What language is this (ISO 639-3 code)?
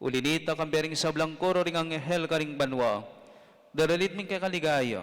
pam